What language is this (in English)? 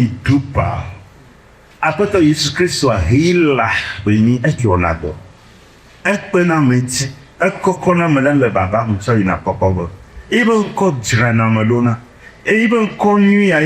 Ewe